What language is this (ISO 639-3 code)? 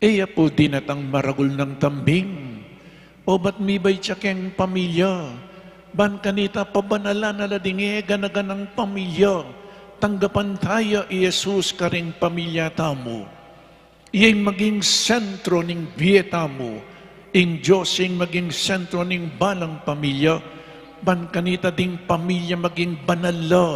pam